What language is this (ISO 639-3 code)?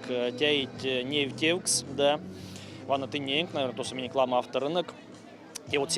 myv